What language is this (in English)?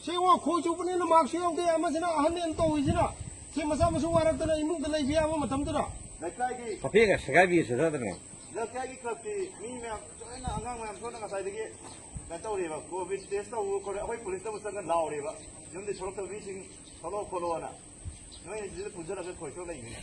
Manipuri